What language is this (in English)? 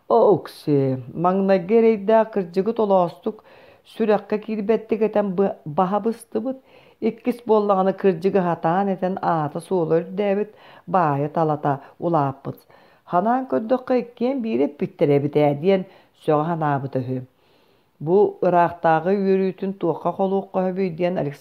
Yakut